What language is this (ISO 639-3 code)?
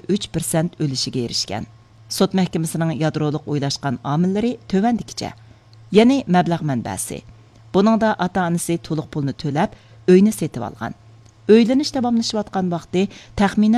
uig